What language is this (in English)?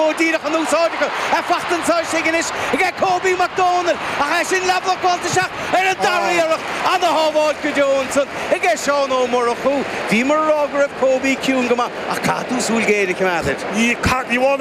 Irish